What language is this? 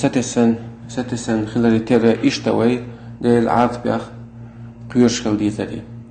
Chechen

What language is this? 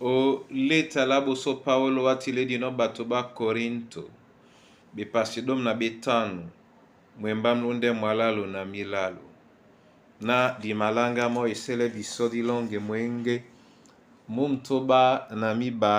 Duala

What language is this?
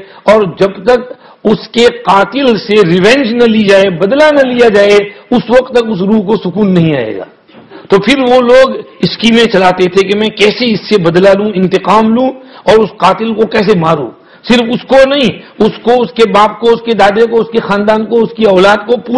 Urdu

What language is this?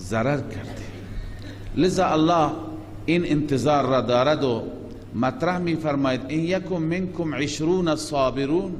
Persian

